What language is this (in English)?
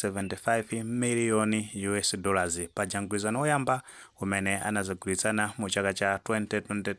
Nyanja